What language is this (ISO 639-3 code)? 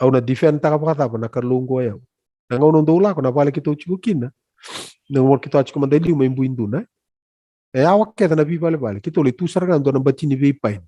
fij